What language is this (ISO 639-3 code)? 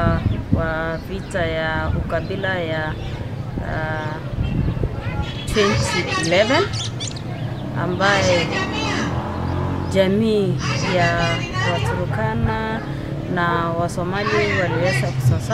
swa